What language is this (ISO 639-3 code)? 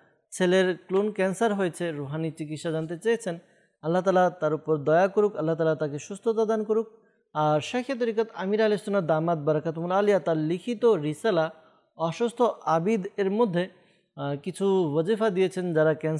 ben